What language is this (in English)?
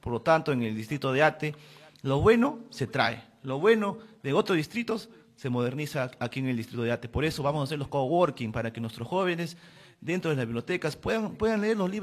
Spanish